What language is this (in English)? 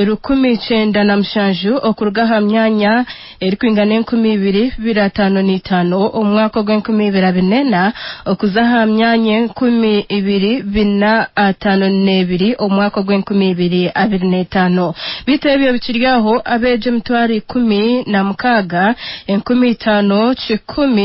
Nyankole